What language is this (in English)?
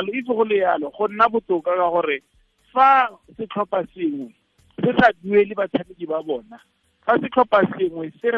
Tswana